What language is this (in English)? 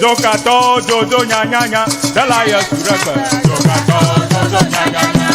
Ewe